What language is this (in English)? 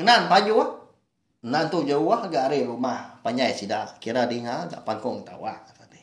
Iban